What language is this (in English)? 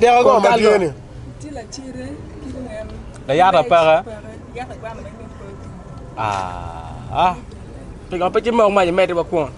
Acoli